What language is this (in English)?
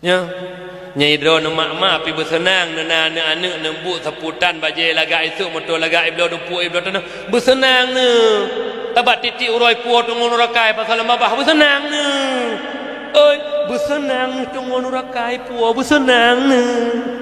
Achinese